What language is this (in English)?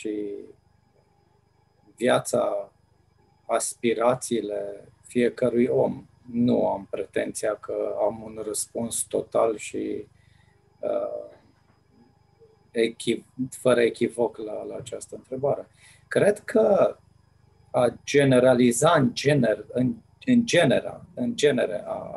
Romanian